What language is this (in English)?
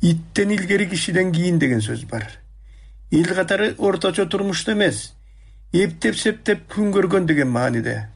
Kyrgyz